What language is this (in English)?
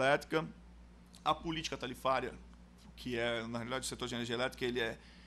Portuguese